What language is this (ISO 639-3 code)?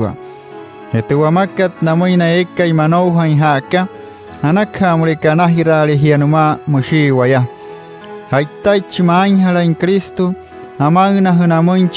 guc